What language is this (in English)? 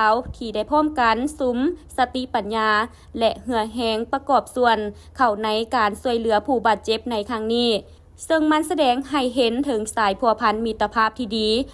Lao